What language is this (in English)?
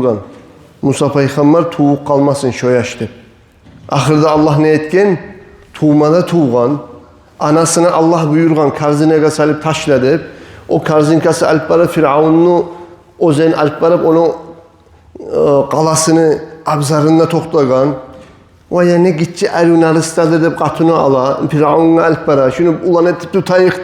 Kumyk